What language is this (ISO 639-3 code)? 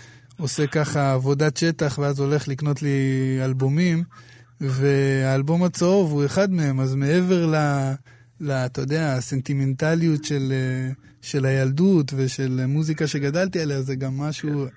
heb